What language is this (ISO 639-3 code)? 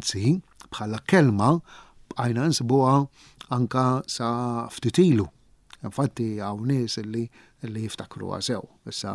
mlt